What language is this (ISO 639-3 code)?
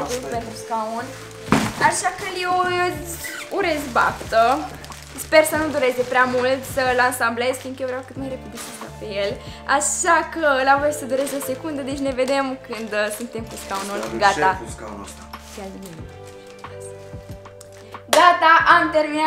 ron